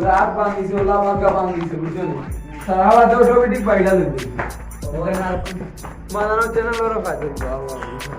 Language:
Sylheti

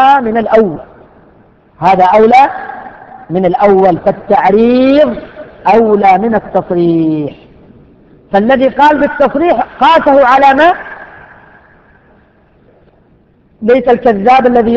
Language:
Arabic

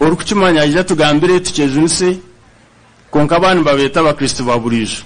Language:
Nyankole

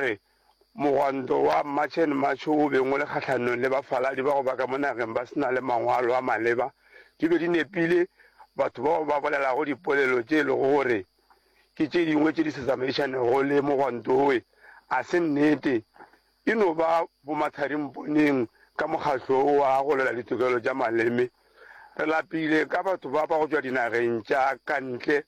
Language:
Northern Sotho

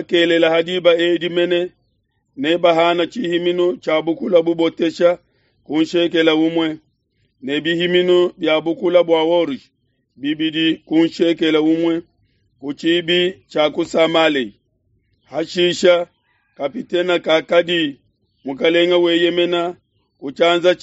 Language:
Luba-Lulua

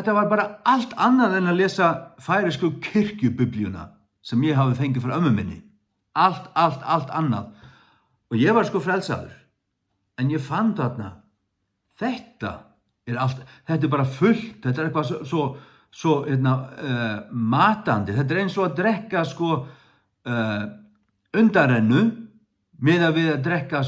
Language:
Faroese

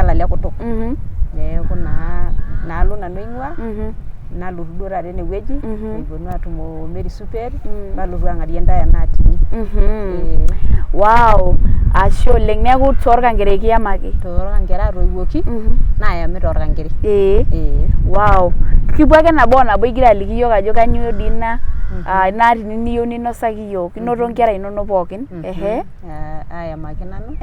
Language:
Masai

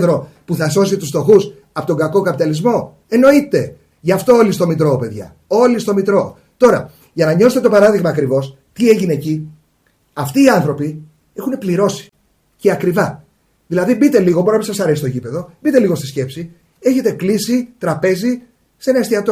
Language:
Greek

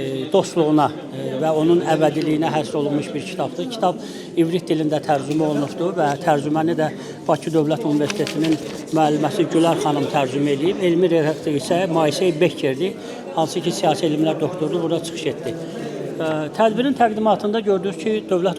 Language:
Azerbaijani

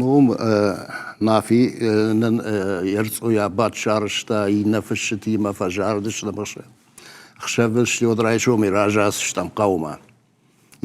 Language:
Ossetic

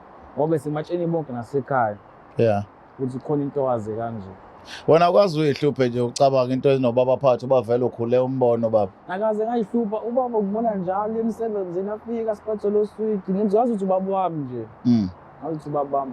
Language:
Zulu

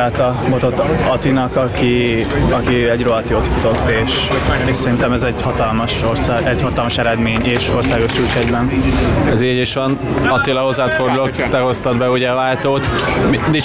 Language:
Hungarian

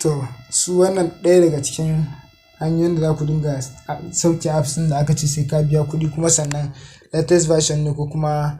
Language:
Hausa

